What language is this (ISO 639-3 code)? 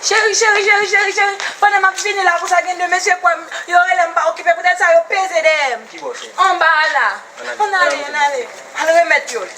hat